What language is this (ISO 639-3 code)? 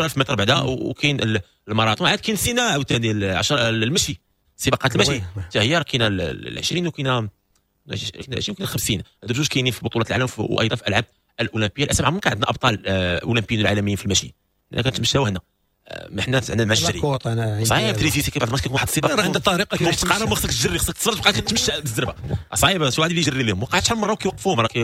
ary